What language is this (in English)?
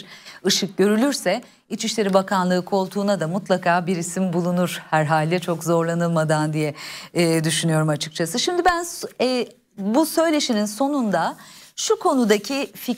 Turkish